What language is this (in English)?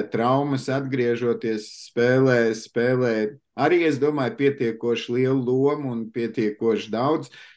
Latvian